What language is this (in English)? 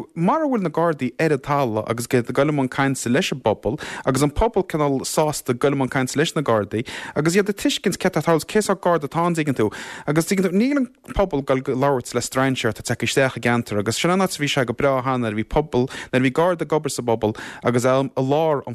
Irish